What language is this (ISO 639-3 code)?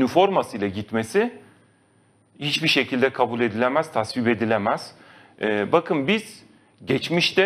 tur